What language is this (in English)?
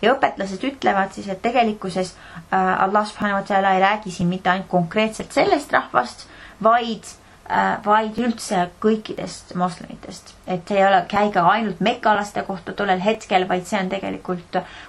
Estonian